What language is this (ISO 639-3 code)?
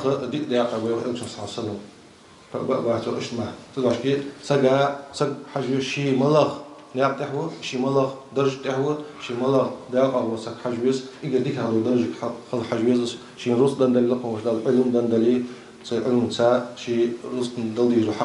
inh